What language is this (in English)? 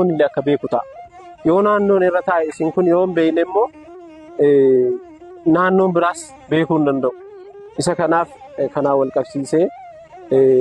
Oromo